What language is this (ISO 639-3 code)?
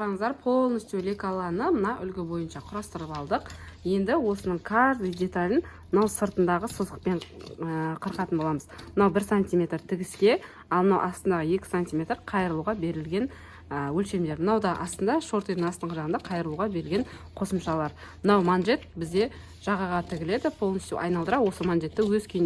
kaz